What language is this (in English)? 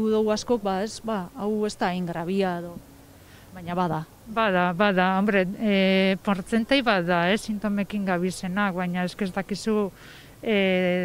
Basque